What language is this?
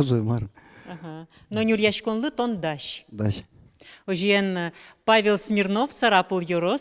Udmurt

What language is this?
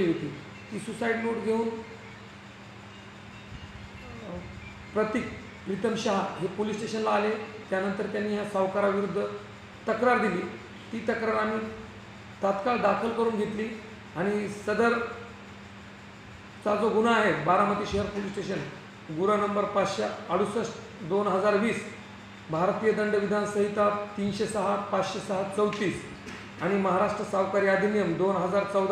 Marathi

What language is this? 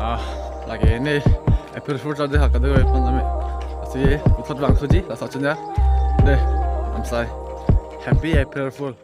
Karbi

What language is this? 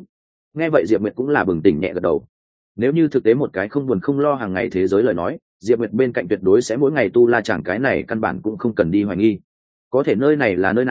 Vietnamese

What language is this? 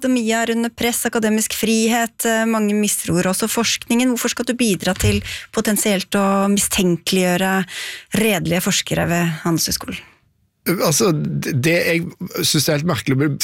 Norwegian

